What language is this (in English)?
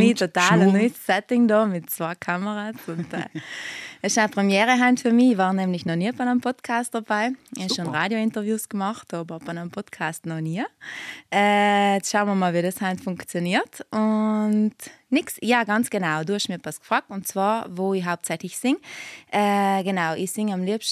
German